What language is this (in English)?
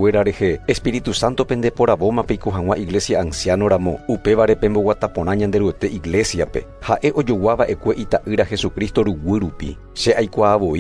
Guarani